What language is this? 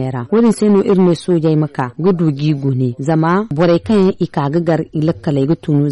Zarma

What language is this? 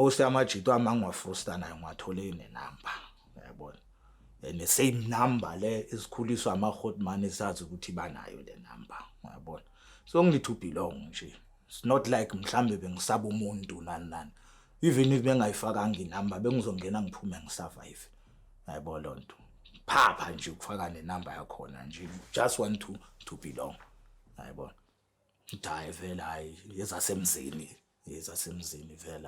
Zulu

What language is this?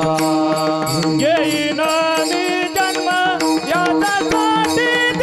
Marathi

